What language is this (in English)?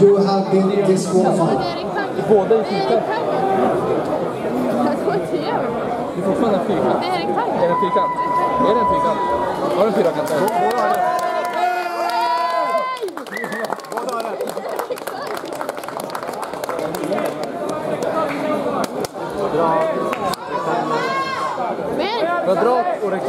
Swedish